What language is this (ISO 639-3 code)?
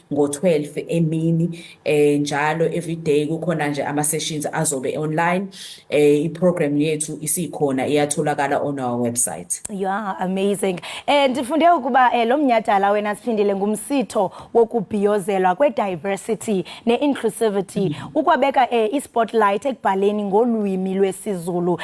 zul